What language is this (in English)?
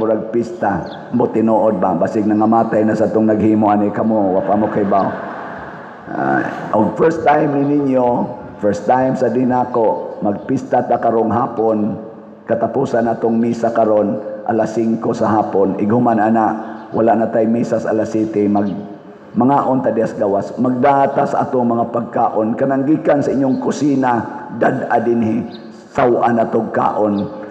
Cebuano